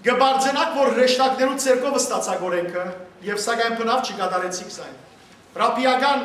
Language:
Western Armenian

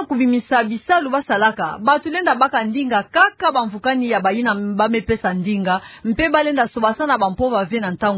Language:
Kituba (Democratic Republic of Congo)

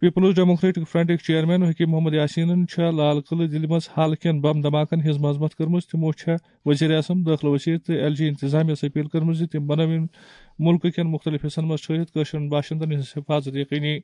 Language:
Kashmiri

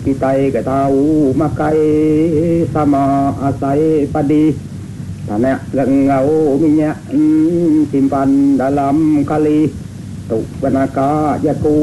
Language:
Iban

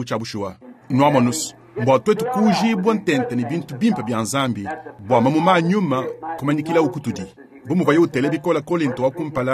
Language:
Luba-Lulua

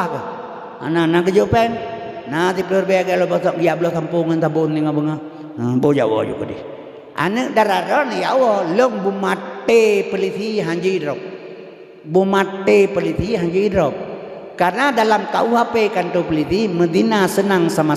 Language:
Achinese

